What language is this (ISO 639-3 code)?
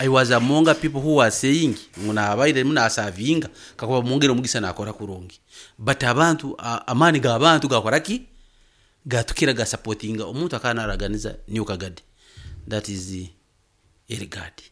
nyn